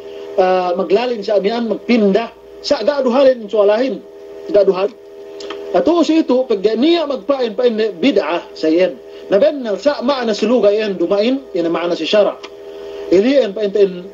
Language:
Yakan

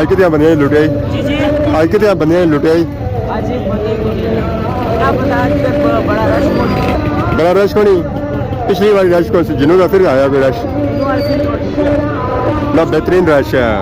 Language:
Pahari-Potwari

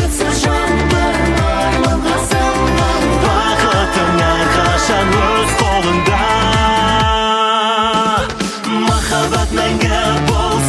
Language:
Kazakh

